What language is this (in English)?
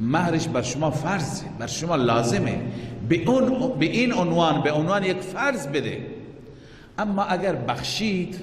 Persian